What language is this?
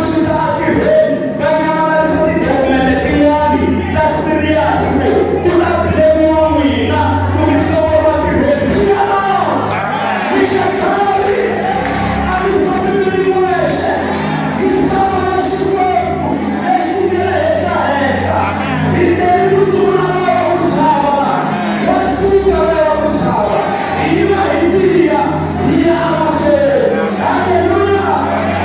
Tsonga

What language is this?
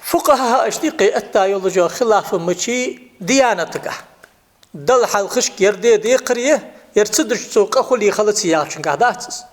Ingush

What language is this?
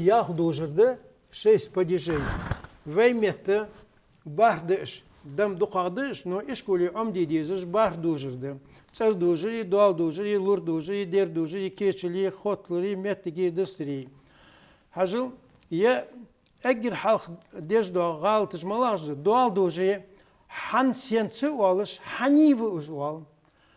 Ingush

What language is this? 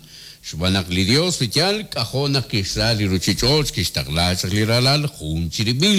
Kekchí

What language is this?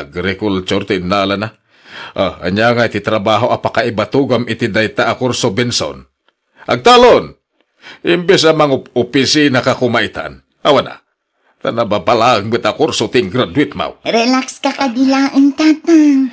Iloko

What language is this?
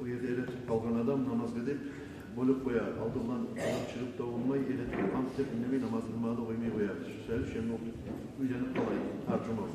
Kumyk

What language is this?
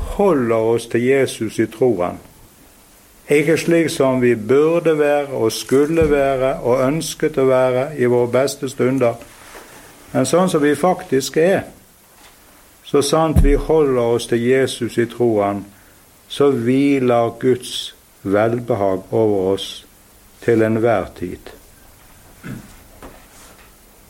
Norwegian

